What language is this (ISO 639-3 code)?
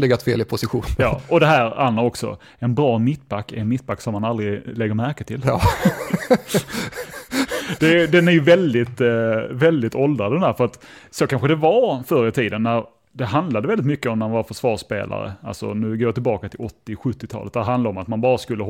swe